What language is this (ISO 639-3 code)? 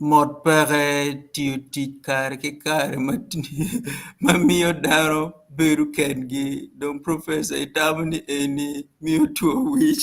ach